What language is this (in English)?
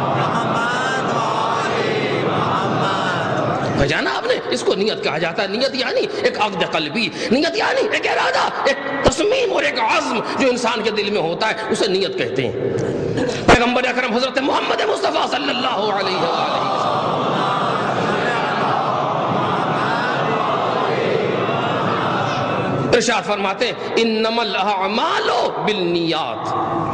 Urdu